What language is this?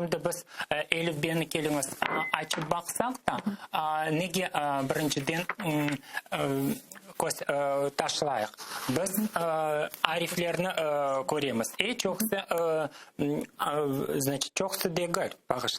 Crimean Tatar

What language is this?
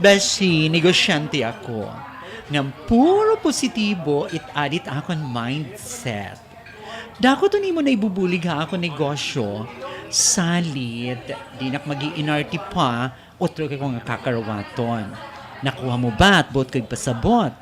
Waray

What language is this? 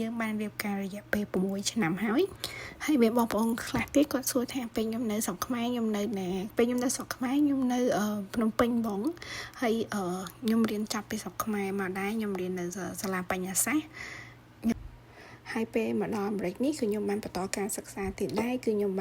Khmer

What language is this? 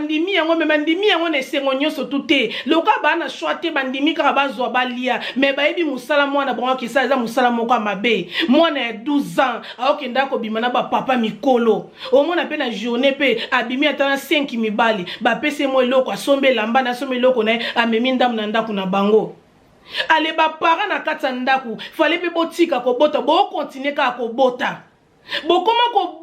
Lingala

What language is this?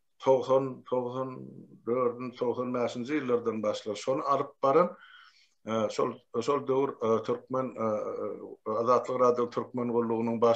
Turkmen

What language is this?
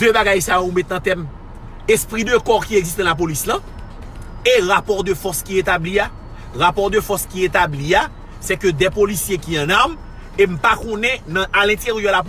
Haitian Creole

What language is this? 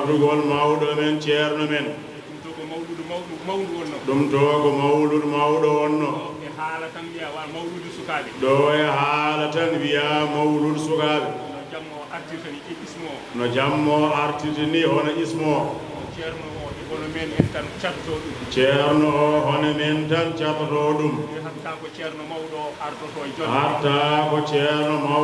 Fula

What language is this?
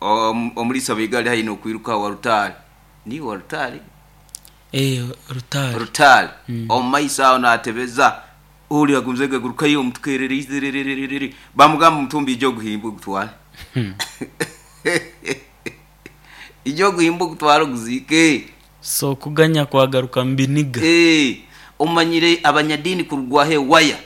Nyoro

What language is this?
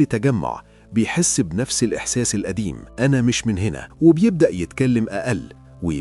Egyptian Arabic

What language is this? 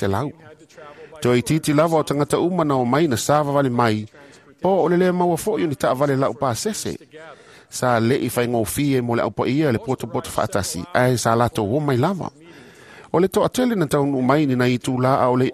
Samoan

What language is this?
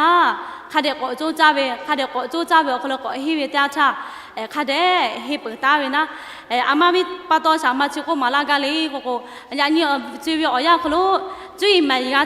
Lahu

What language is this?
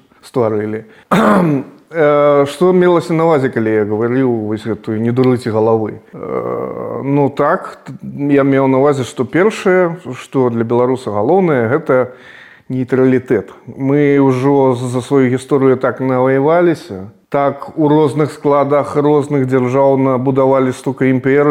Belarusian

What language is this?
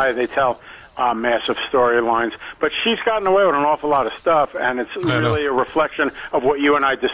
English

